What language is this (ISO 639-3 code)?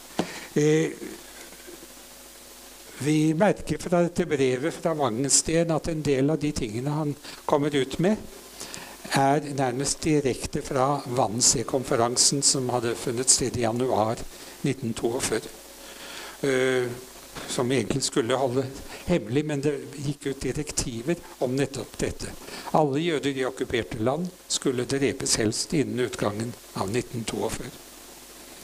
nor